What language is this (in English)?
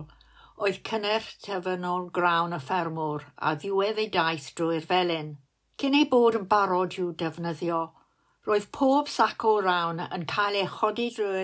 Welsh